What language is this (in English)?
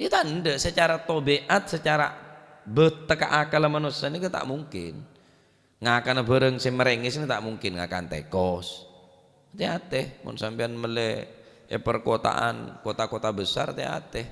Madurese